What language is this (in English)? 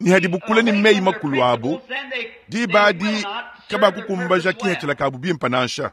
Luba-Lulua